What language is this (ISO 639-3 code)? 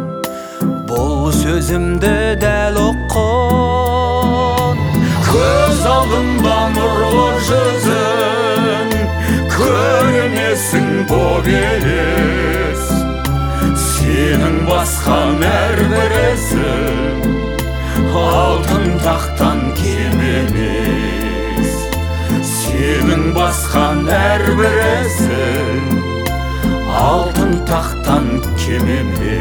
kaz